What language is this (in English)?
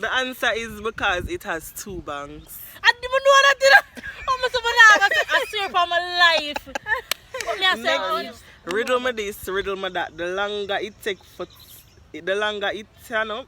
Jamaican Creole English